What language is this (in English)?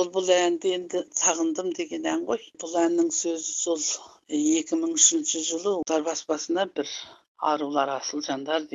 Kazakh